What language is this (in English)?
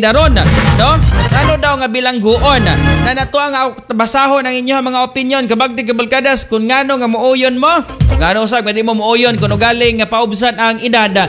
Cebuano